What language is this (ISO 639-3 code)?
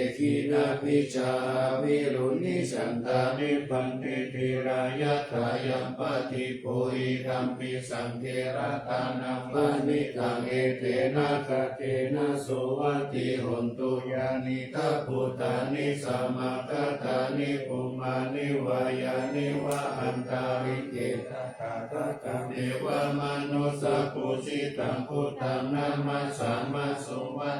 pli